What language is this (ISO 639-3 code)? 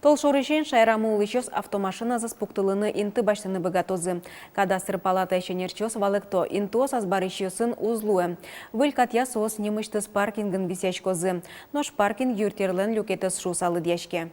udm